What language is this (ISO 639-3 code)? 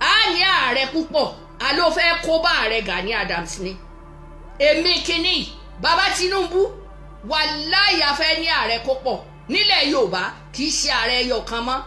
yor